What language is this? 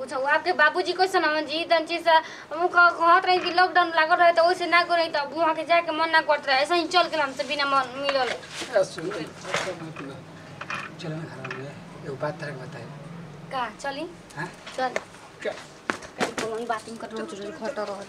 Bhojpuri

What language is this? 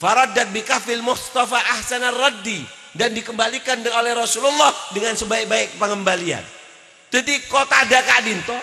Madurese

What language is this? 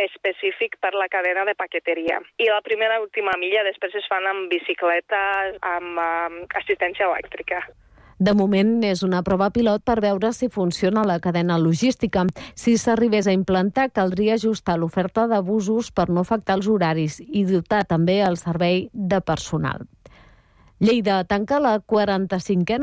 Catalan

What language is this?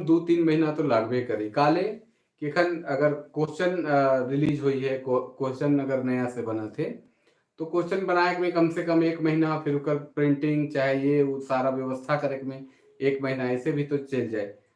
Sadri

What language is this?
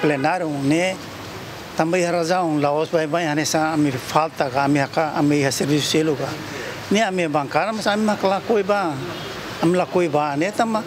Tetum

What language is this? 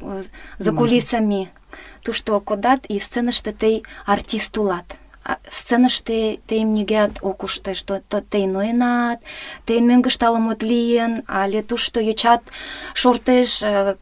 Mari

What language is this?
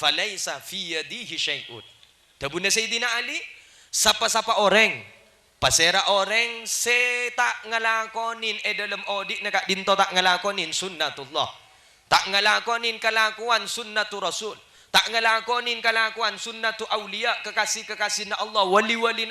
Madurese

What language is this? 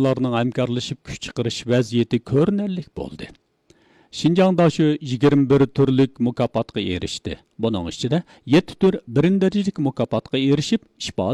Uyghur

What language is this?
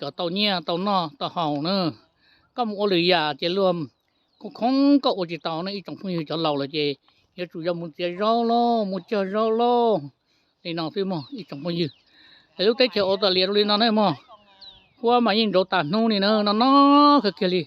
Hmong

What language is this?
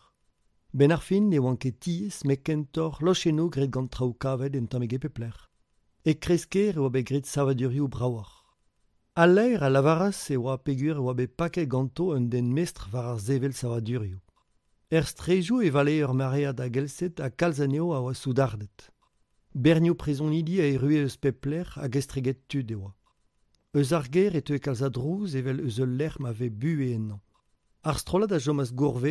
Breton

